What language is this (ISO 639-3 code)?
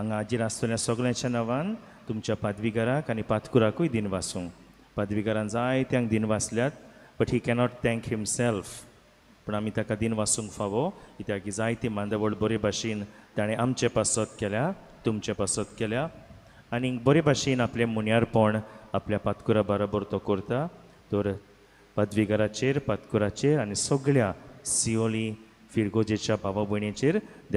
kok